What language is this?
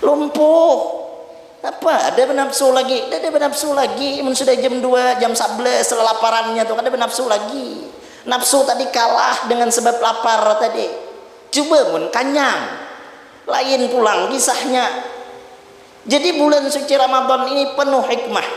Banjar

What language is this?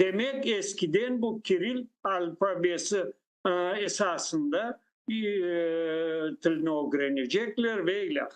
Crimean Tatar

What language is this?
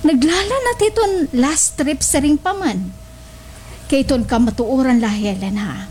Waray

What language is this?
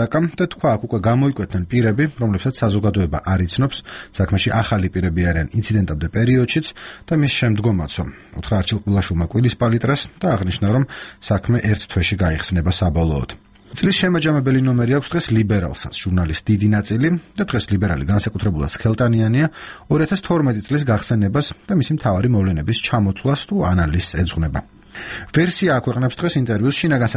Georgian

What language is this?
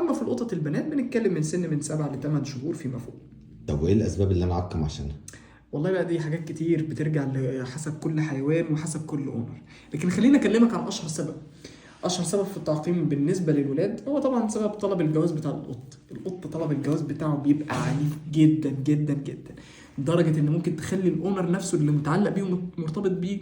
Egyptian Arabic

